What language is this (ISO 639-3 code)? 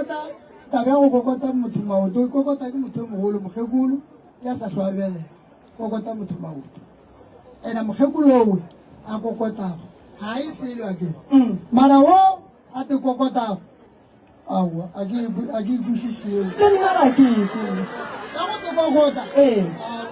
nso